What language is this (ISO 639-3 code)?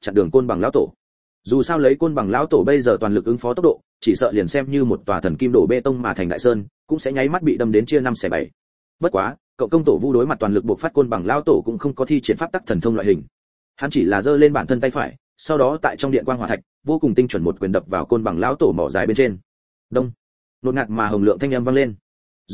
vie